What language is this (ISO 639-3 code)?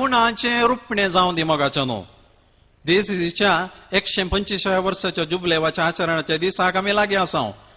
kok